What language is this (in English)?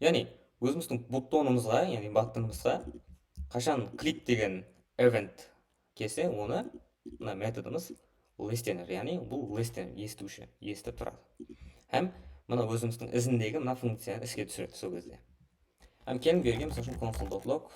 Kara-Kalpak